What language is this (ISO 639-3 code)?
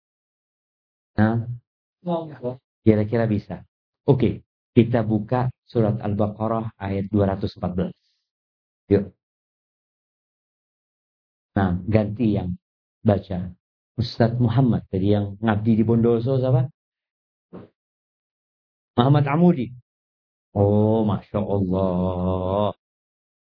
ind